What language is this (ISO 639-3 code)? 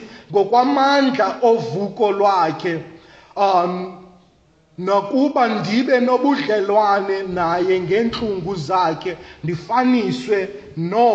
xho